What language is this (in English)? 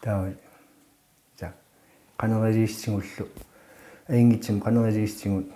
Kalaallisut